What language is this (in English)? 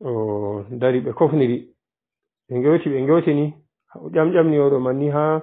Pular